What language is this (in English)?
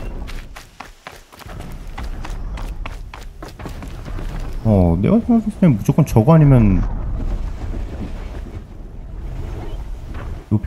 Korean